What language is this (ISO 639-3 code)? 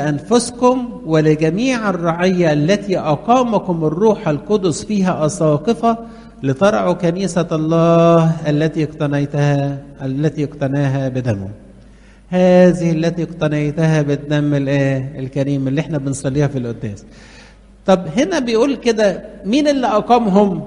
arz